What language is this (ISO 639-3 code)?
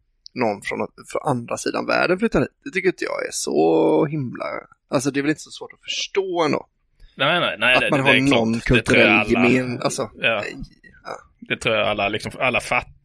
swe